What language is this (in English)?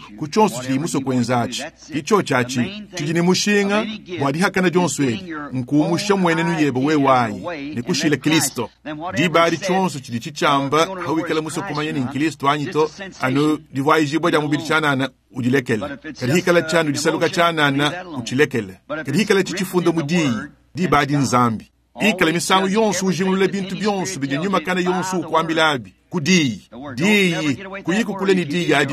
Luba-Lulua